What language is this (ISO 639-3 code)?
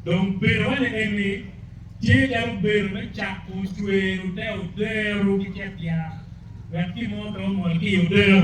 ach